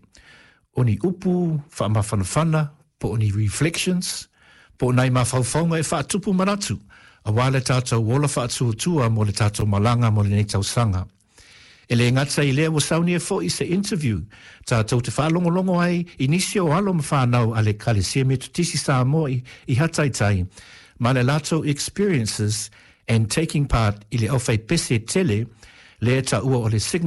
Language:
Samoan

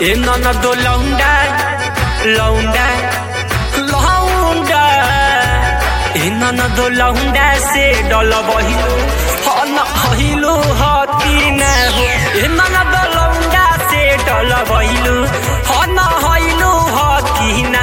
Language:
Bhojpuri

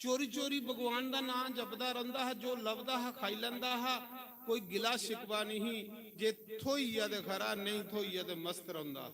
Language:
Dogri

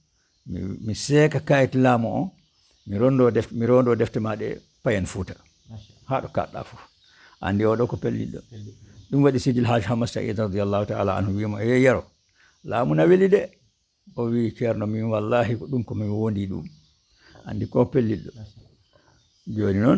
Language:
Fula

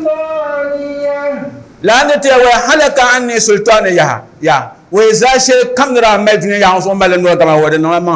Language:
Dagbani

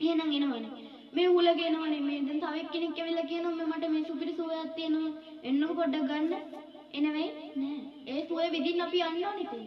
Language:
Sinhala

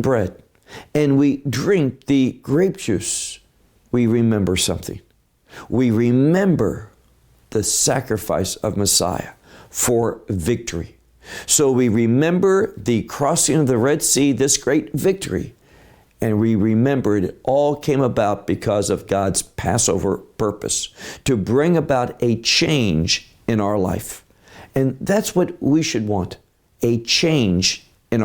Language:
English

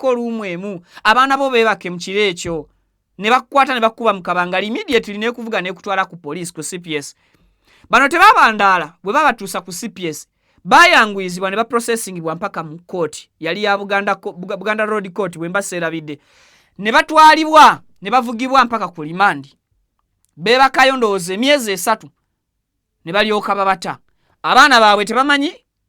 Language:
Ganda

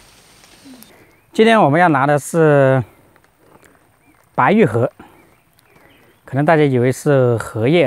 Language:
Chinese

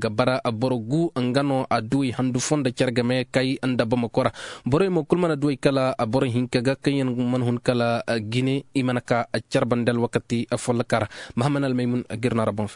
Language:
Zarma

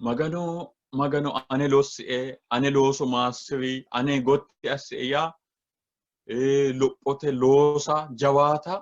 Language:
Sidamo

